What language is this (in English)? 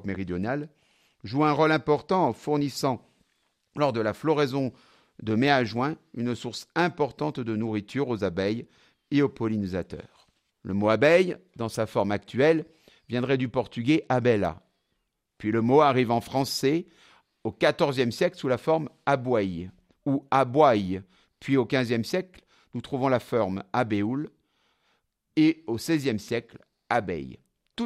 French